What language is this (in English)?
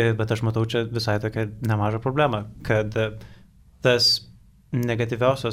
Lithuanian